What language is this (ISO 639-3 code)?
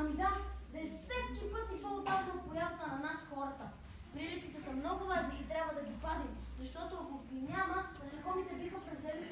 bul